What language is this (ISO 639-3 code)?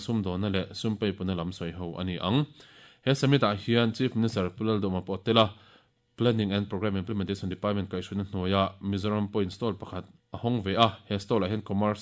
lus